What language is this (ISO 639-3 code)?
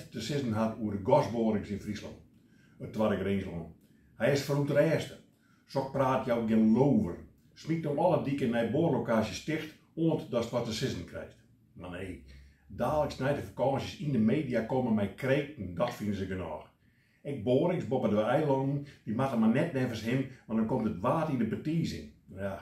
fry